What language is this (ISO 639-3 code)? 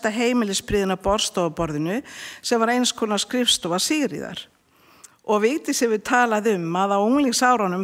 isl